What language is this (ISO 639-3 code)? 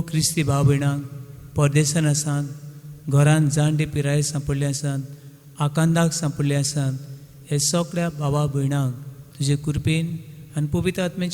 kok